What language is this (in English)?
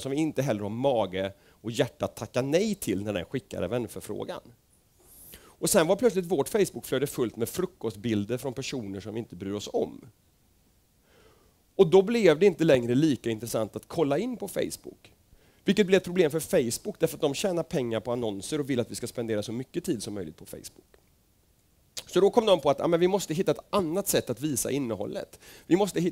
Swedish